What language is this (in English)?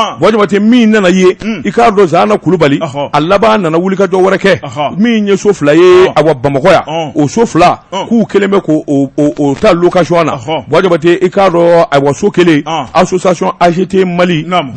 Bambara